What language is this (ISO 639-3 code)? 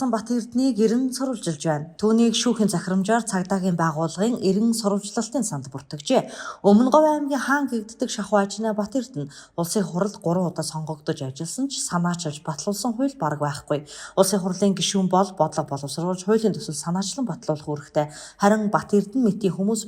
mon